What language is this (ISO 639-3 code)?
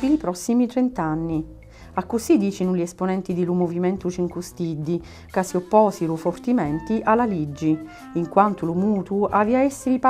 scn